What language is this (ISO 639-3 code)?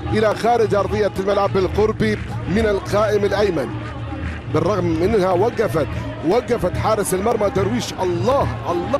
ara